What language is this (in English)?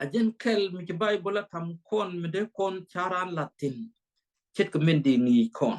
Nuer